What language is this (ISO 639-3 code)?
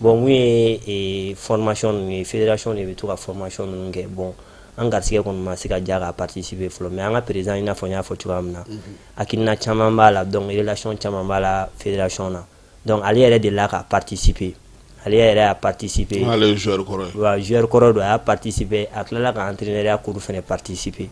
bam